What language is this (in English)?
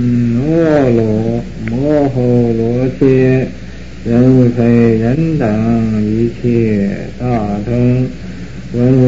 Chinese